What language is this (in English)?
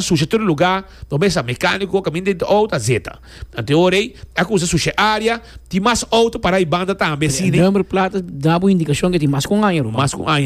Papiamento